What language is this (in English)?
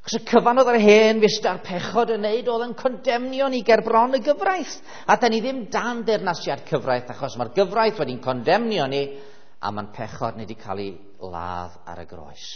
Welsh